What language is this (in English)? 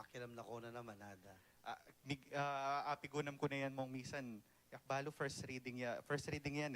Pampanga